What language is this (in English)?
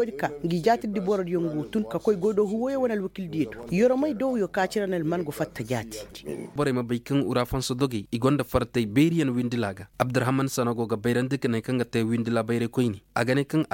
Koyraboro Senni